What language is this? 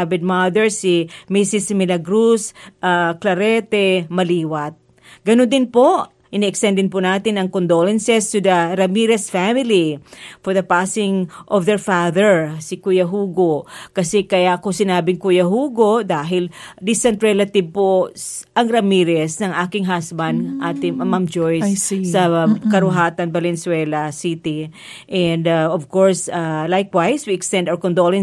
Filipino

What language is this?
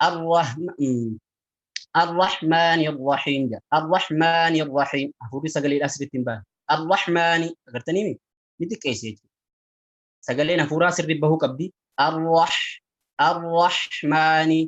Oromo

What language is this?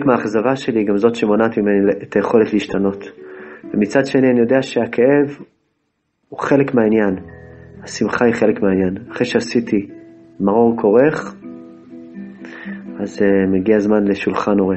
Hebrew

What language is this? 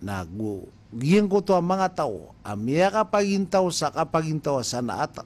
Maranao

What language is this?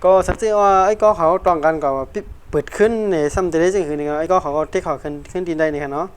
Shan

